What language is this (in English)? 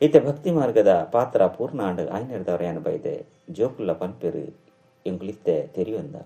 Tulu